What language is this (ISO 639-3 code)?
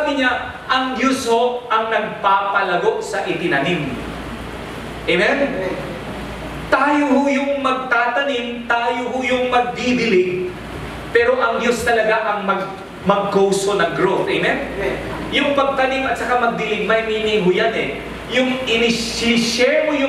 fil